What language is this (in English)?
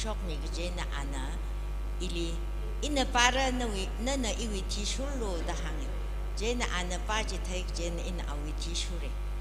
Tangkhul Naga (India)